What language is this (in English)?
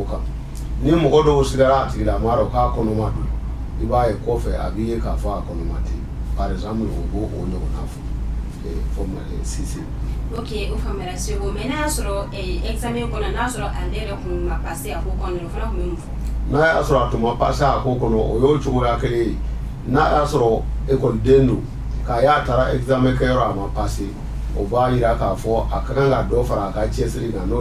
Bambara